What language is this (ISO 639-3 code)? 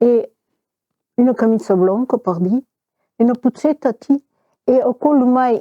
oci